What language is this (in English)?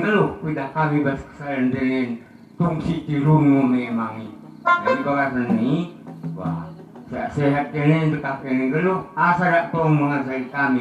Batak Dairi